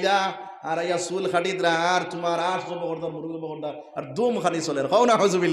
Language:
Sylheti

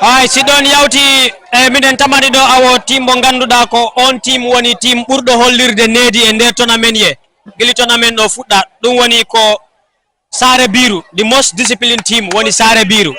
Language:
Fula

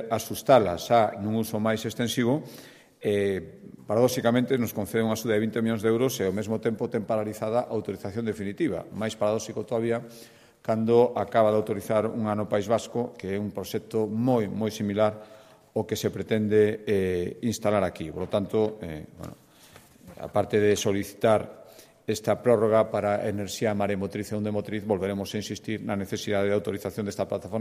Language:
Galician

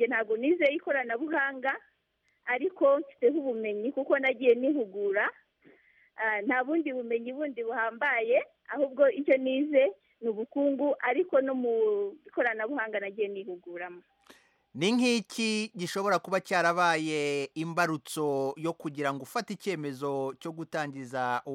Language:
Kinyarwanda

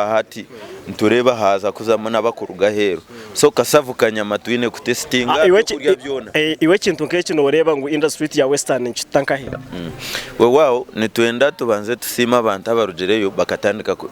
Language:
Nyankole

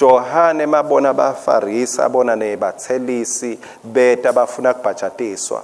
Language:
Swati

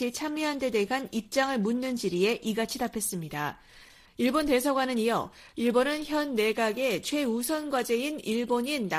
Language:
Korean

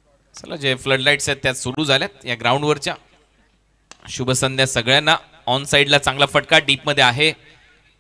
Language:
Marathi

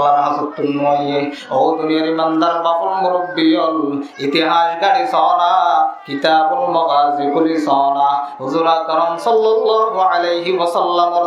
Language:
Rohingya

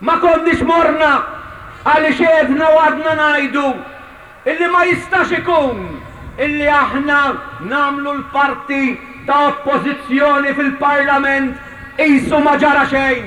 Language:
Maltese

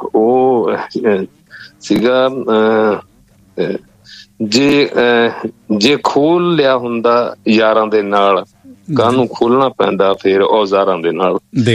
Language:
Punjabi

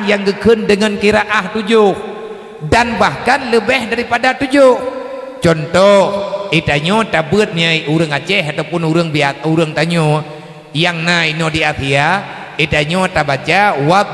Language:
Achinese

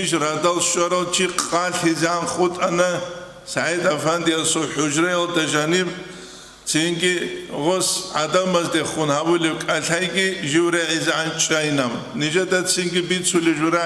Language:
Avaric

